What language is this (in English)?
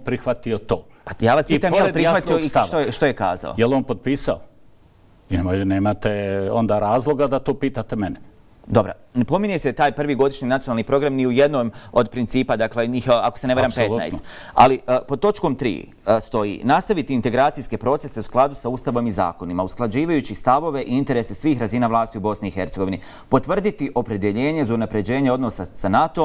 Bosnian